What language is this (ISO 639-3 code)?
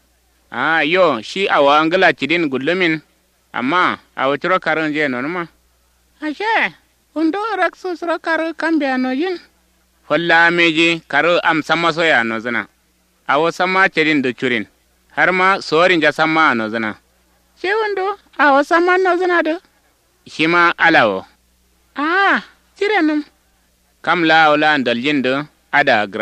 kau